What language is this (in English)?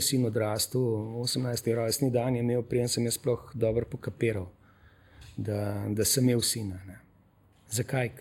Slovenian